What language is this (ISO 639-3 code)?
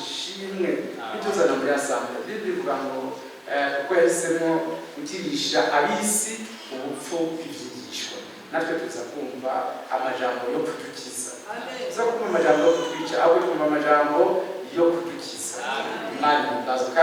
run